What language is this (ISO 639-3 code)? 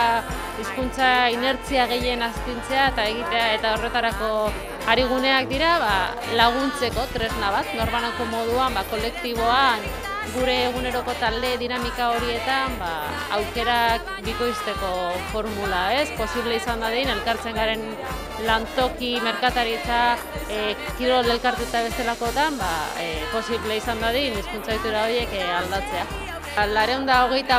eus